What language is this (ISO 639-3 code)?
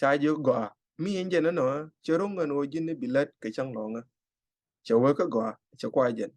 nus